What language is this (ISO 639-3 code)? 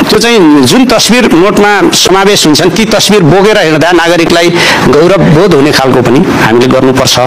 nep